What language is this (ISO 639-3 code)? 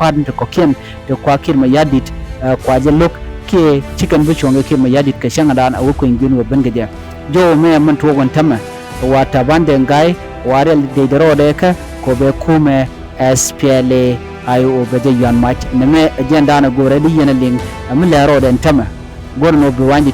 nus